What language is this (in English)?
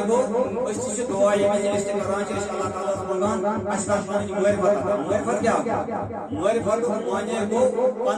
Kashmiri